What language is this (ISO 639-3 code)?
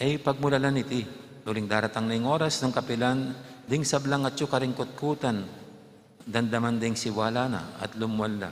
pam